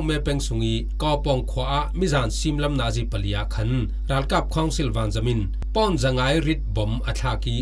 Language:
Falam Chin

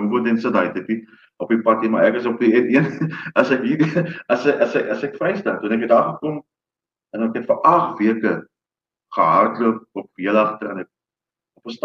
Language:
Afrikaans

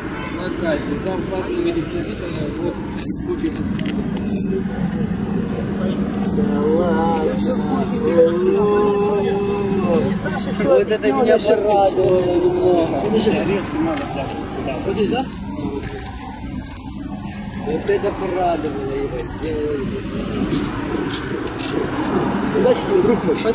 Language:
Russian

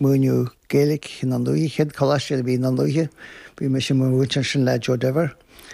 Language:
Irish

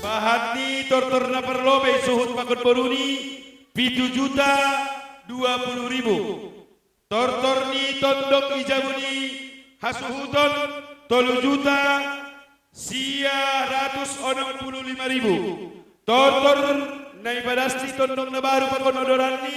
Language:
Batak Simalungun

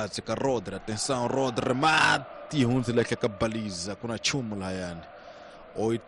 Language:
Tsonga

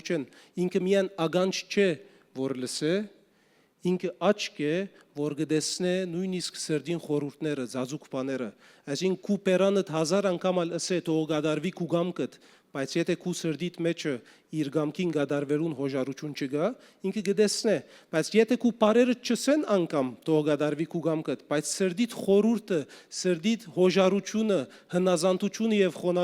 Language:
Western Armenian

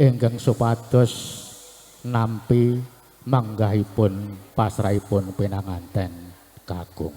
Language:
Javanese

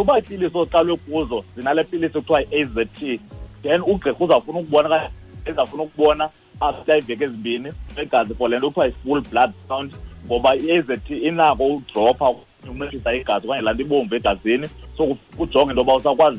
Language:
Xhosa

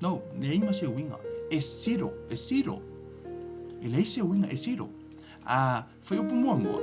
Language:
Samoan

